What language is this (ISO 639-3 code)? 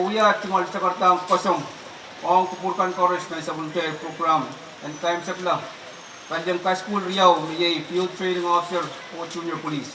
pon